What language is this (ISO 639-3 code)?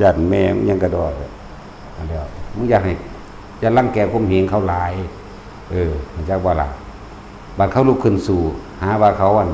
tts